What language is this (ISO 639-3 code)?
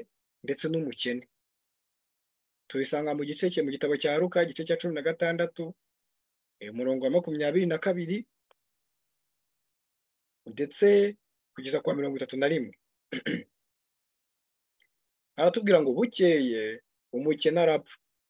kin